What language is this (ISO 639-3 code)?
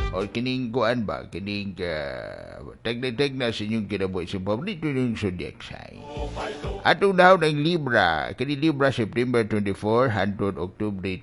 ceb